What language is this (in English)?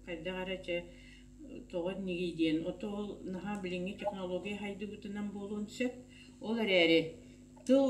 Yakut